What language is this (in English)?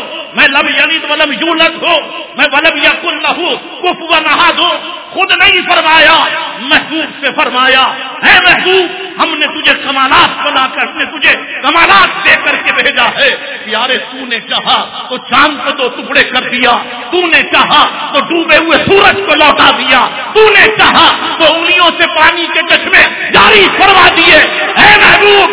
Urdu